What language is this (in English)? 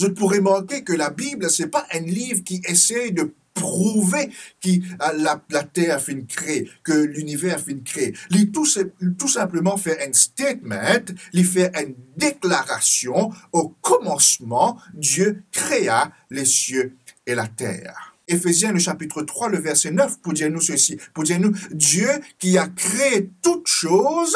Morisyen